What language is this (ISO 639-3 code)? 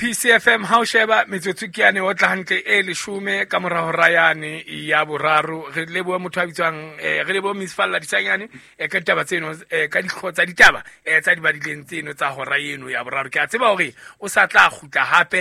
sot